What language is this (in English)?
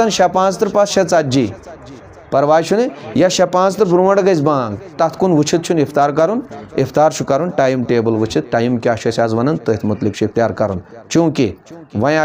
Kashmiri